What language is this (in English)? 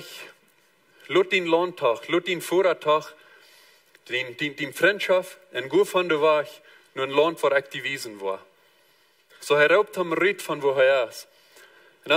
Plautdietsch